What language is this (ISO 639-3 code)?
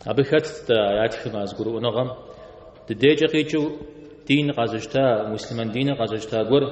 kbd